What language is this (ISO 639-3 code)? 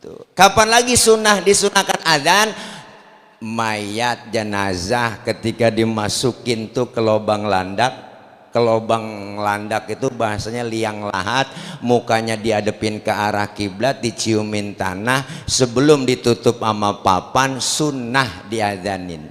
bew